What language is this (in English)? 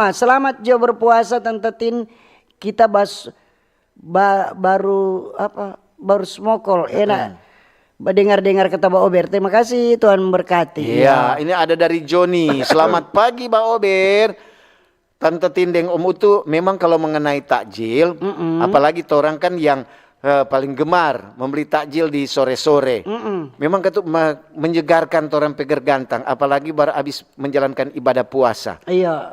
Manado Malay